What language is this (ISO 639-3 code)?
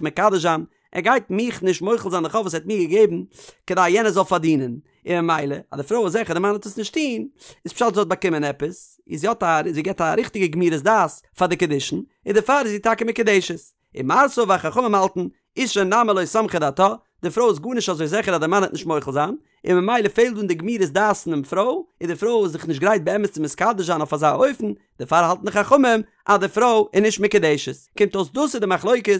yid